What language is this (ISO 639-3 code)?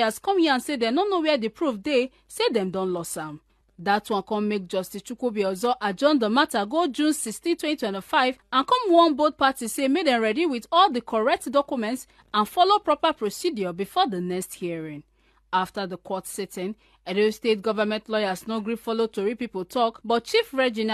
pcm